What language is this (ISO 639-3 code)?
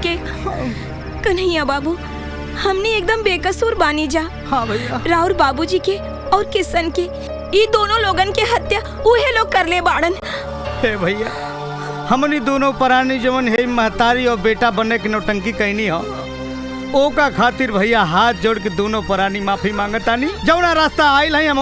bho